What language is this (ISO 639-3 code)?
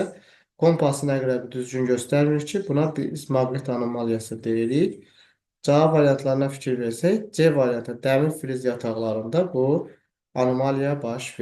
aze